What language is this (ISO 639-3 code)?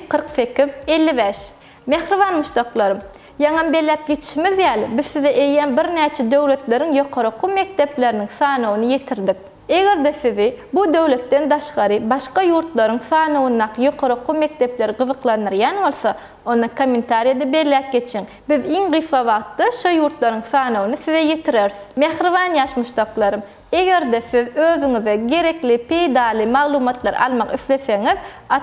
tuk